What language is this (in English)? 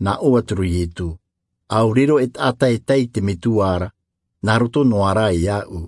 Tahitian